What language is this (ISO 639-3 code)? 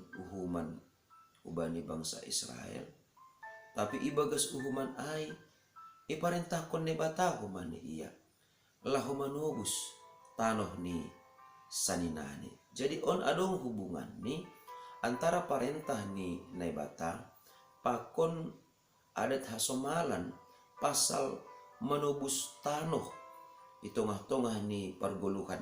bts